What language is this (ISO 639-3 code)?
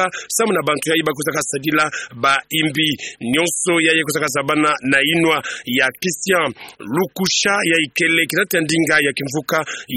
ktu